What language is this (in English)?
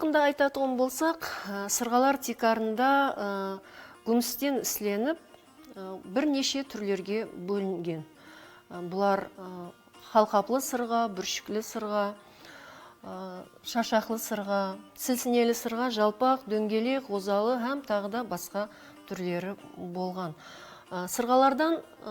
Kara-Kalpak